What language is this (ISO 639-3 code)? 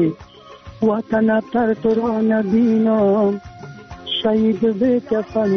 fas